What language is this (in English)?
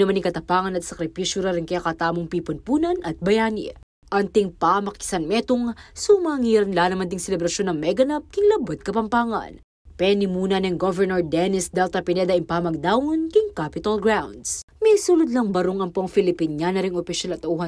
Pampanga